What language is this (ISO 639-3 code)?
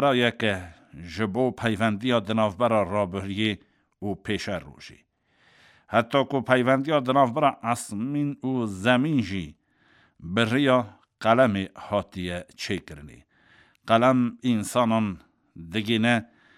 kur